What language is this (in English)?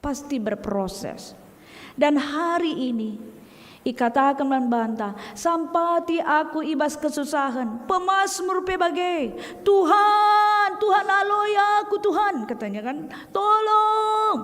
Batak Karo